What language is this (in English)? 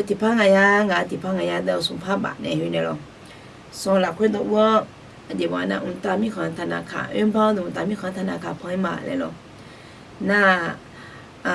Akha